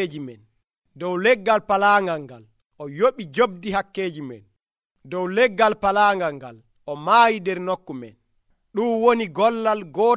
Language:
Nigerian Fulfulde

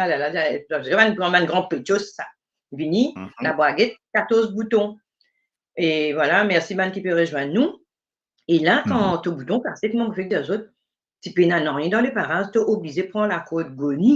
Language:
Morisyen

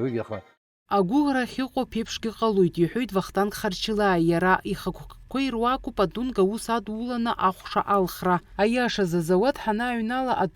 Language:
Abkhazian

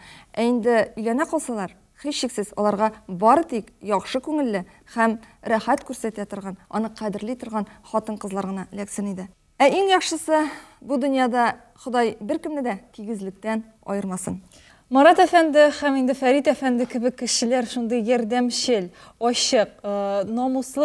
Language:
Tatar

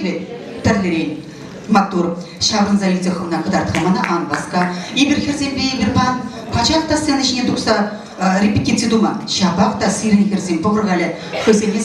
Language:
Chuvash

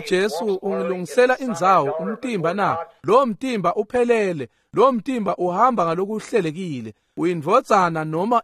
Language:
Swati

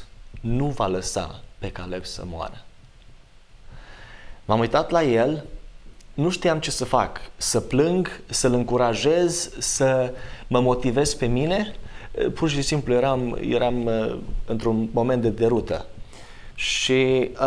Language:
Romanian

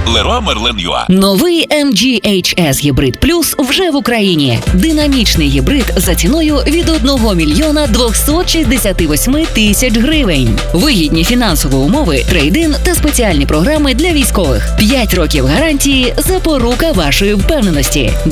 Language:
Ukrainian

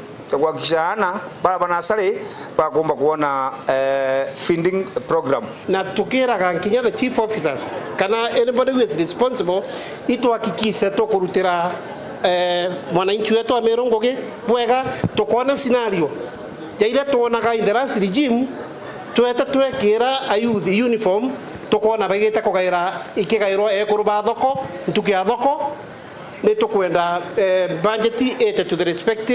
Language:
Meru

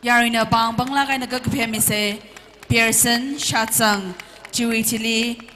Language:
Tangkhul Naga (India)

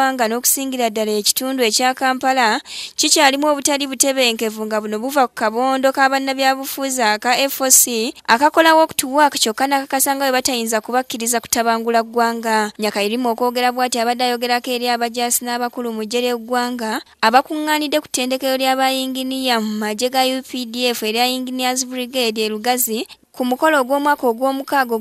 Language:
Ganda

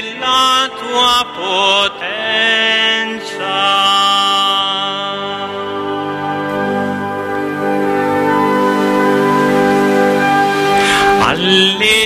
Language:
Italian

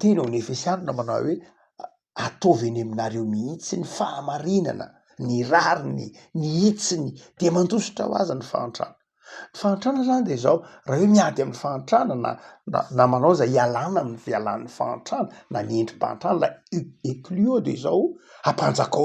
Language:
Malagasy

